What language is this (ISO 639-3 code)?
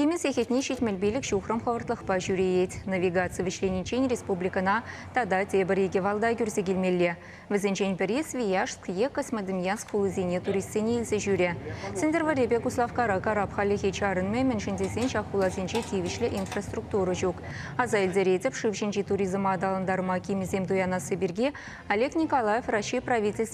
chv